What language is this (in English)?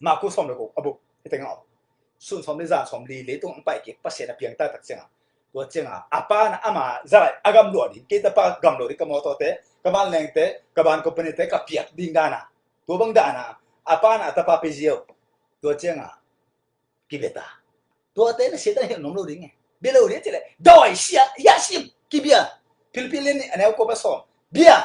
Tedim Chin